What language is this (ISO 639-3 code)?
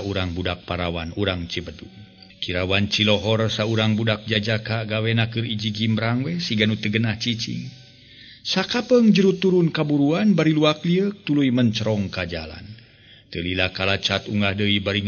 sun